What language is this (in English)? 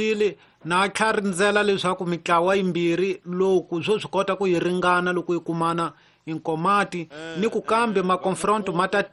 Tsonga